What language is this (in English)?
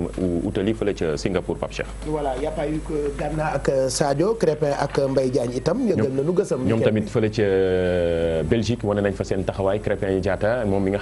Wolof